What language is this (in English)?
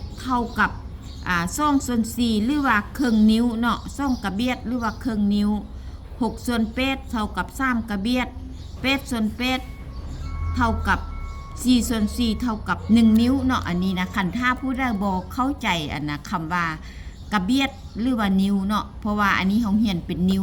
Lao